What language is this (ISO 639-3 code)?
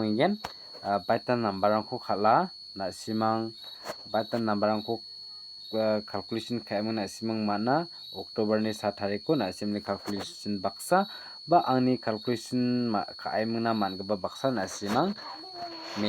grt